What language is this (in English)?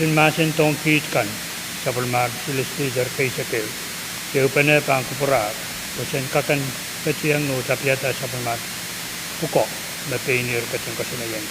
Pohnpeian